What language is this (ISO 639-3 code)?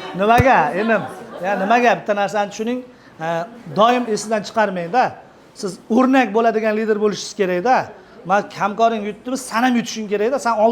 uzb